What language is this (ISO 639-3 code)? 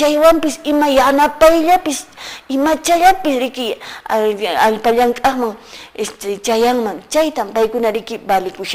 que